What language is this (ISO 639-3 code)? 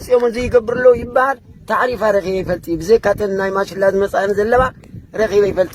tir